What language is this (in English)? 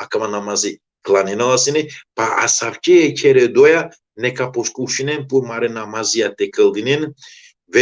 Balkan Romani